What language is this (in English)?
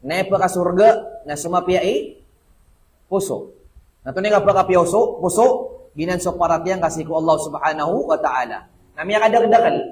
Maranao